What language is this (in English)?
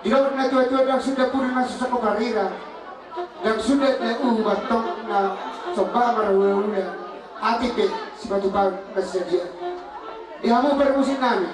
Batak Toba